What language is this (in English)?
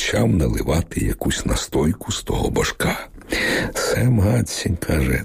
Ukrainian